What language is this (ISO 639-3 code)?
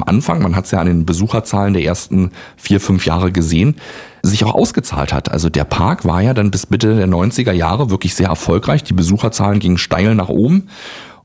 deu